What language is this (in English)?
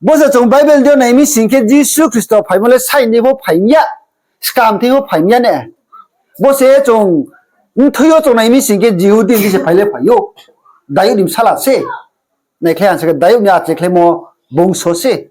Riang (India)